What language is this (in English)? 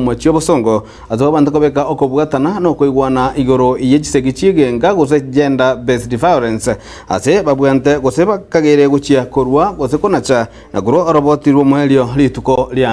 Gusii